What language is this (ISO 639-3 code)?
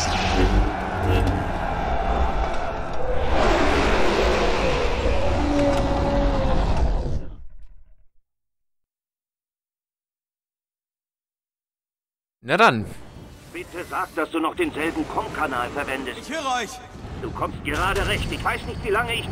deu